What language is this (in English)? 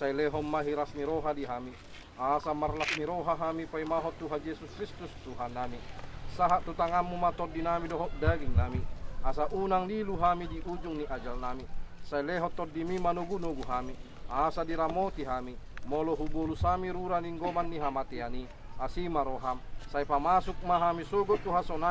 Batak Toba